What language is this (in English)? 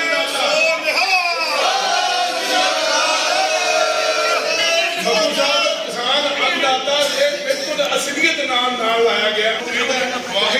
Punjabi